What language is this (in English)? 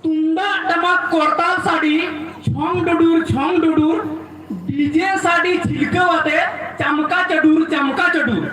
Santali